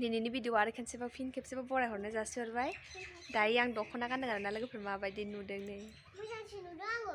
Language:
Bodo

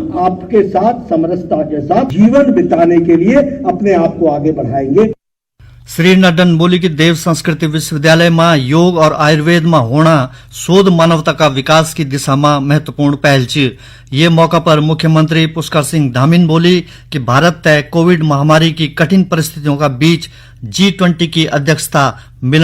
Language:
Garhwali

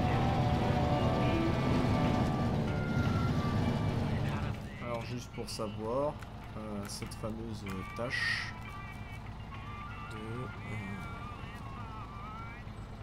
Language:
French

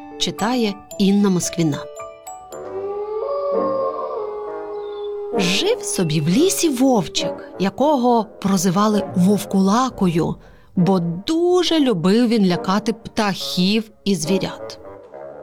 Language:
Ukrainian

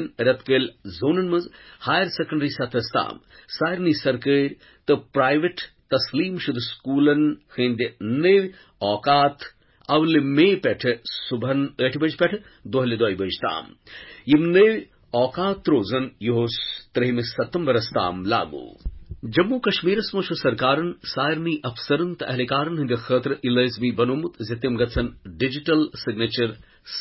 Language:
Kashmiri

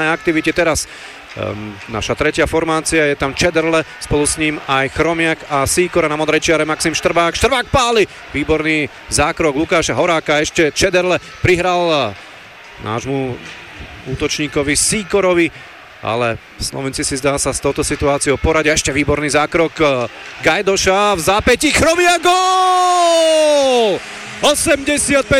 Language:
Slovak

